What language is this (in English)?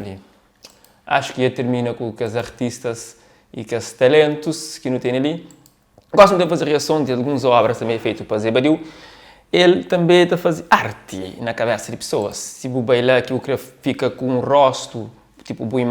Kabuverdianu